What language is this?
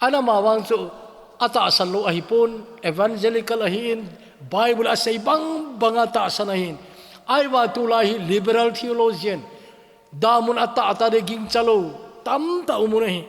Thado Chin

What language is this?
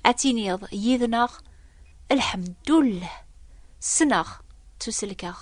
Kabyle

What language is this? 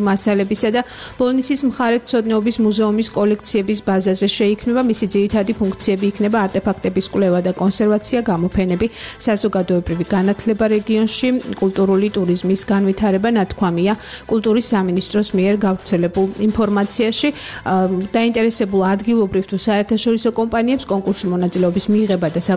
Georgian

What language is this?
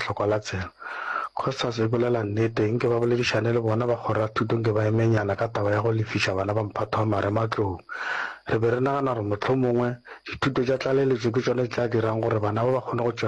Northern Sotho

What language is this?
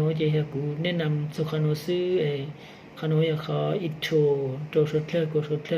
Hmong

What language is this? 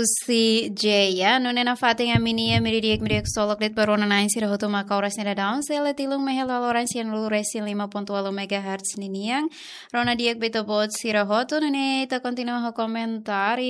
Tetum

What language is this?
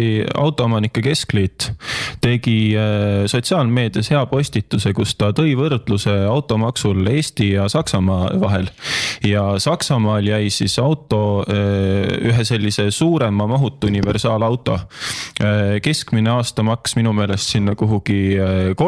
Estonian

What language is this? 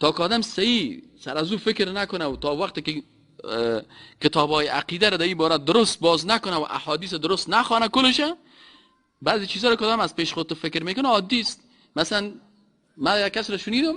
Persian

